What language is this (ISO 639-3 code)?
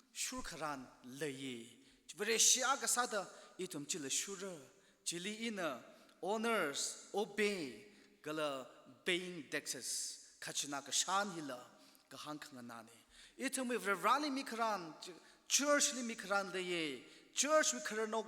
nmf